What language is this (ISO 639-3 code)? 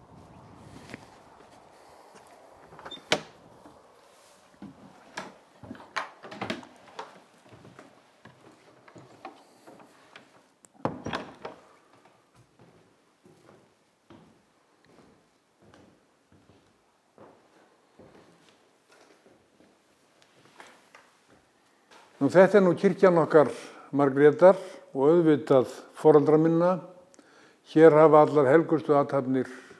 isl